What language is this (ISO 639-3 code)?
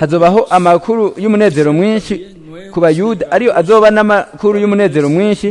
run